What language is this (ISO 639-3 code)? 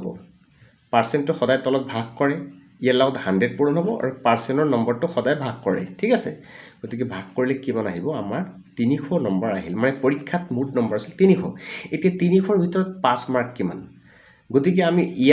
asm